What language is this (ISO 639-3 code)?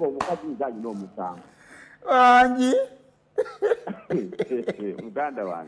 lug